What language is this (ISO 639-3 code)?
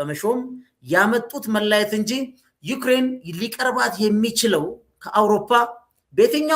amh